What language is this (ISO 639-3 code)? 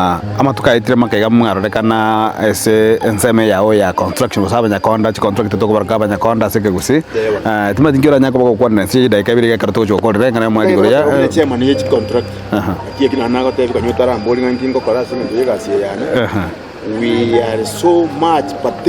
guz